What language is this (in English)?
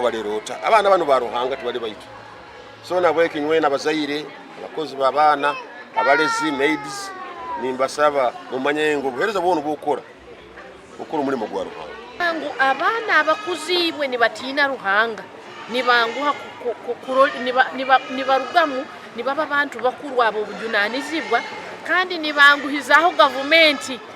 Nyankole